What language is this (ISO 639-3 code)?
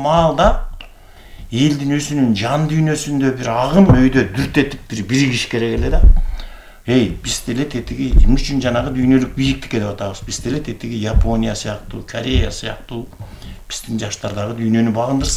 kir